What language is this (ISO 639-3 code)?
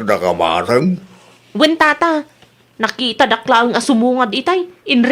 ilo